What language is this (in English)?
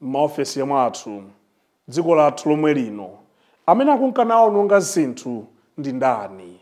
Nyanja